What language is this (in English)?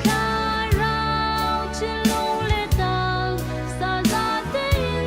Falam Chin